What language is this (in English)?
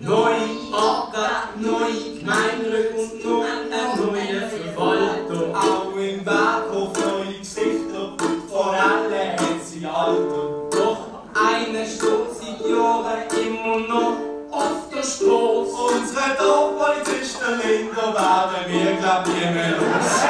Swiss German